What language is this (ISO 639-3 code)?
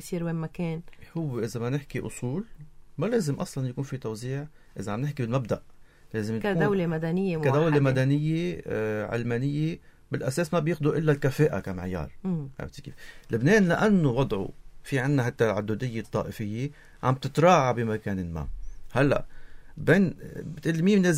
apc